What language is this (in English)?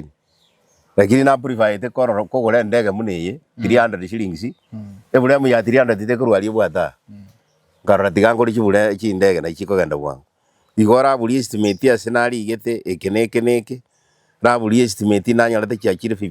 Gusii